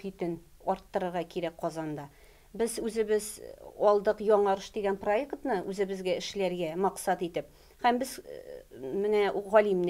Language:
Tatar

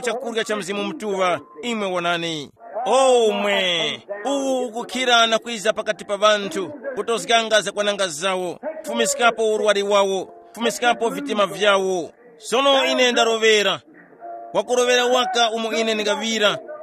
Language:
Tumbuka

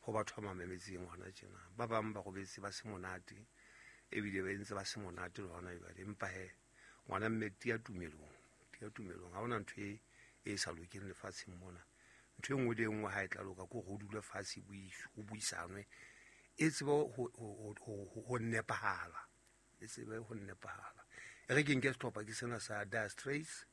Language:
Southern Sotho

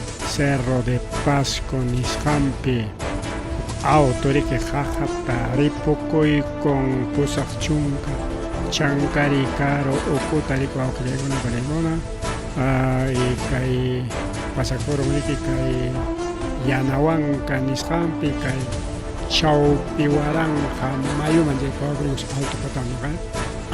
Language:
Ayacucho Quechua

